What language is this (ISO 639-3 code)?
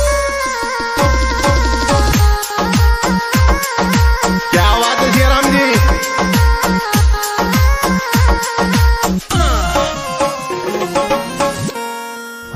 raj